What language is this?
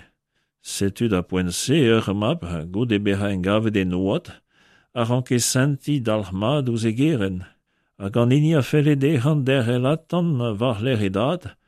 Breton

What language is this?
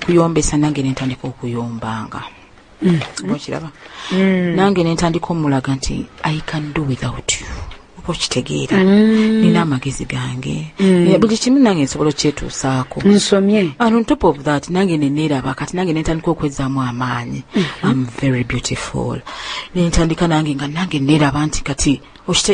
Ganda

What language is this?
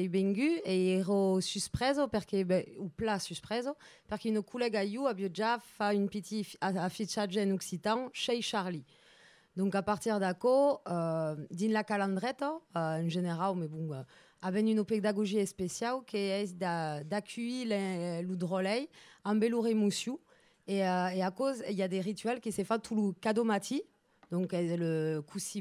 Occitan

